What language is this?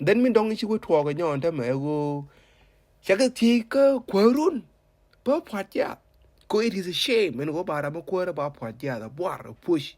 Nuer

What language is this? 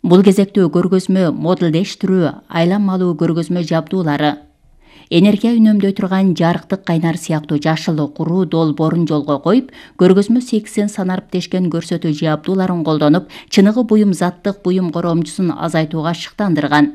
Kyrgyz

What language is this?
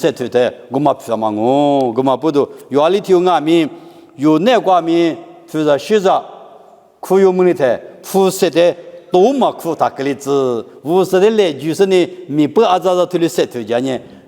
Lisu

